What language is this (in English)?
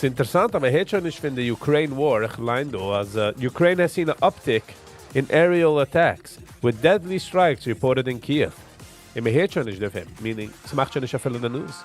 Yiddish